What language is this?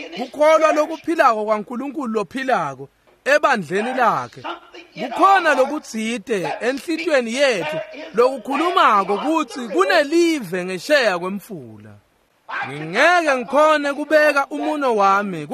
Swati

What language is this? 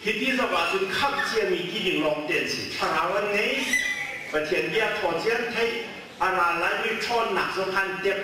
Hakha Chin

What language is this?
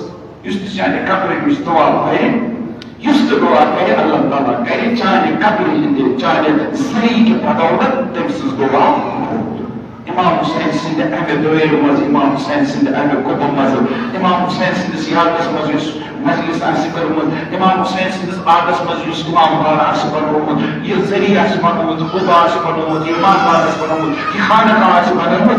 Kashmiri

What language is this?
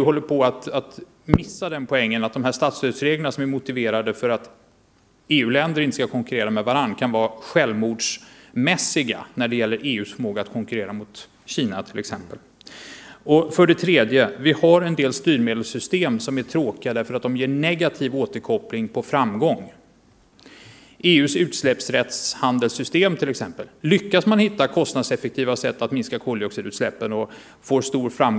Swedish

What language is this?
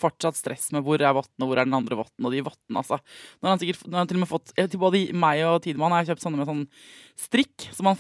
Norwegian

